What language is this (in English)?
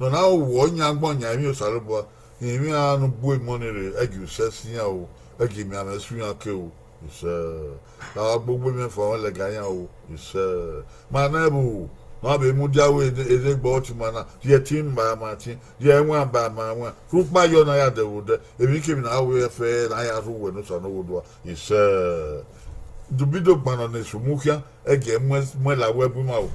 Bini